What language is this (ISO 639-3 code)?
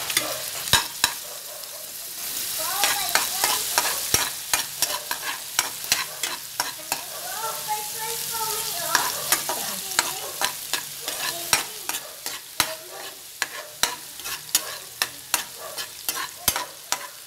fil